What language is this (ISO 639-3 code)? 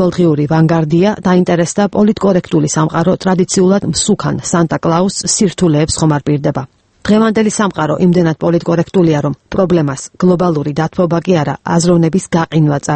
kat